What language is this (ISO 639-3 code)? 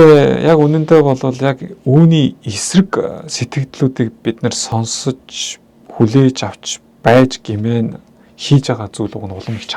mon